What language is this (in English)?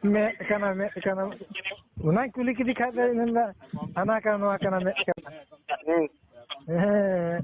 Santali